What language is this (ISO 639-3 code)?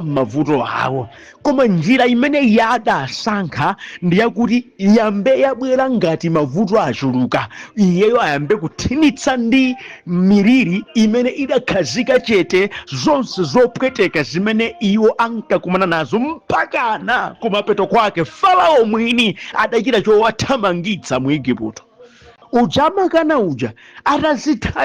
nya